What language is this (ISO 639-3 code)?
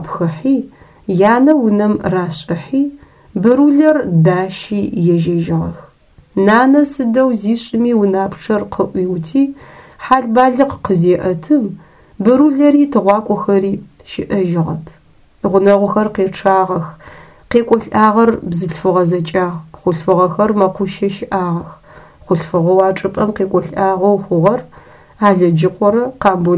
ady